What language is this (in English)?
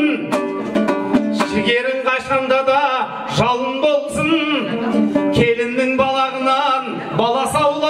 Kazakh